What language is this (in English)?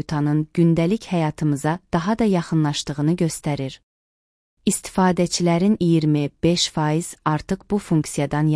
Azerbaijani